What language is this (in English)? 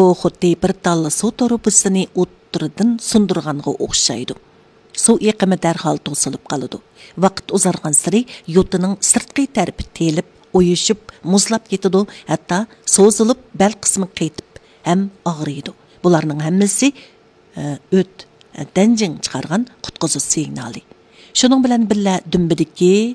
Uyghur